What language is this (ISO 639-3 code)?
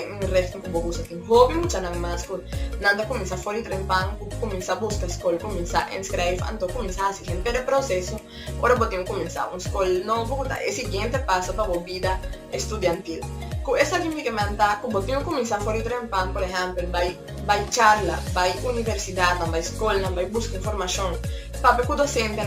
pap